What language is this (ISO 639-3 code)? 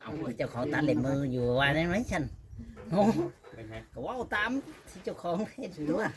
tts